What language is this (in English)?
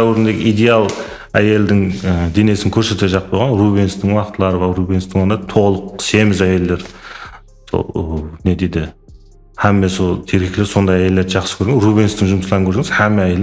Kara-Kalpak